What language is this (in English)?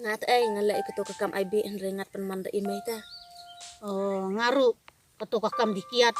Khasi